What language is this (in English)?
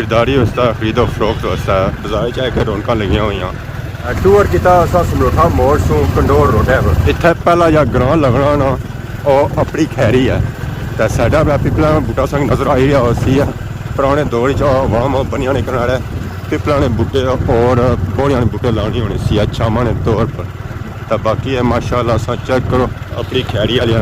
Pahari-Potwari